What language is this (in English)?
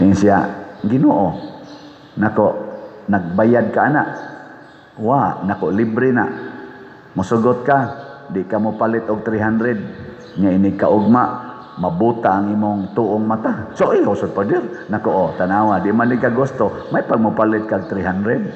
Cebuano